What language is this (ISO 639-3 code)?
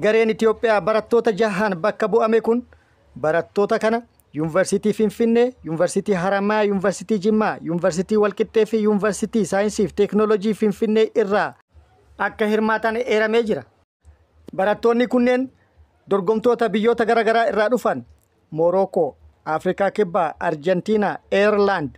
orm